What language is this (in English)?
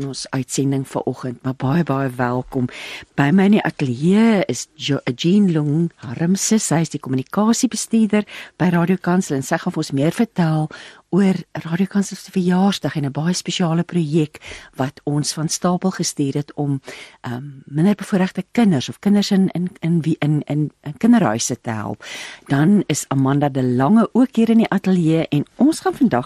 Afrikaans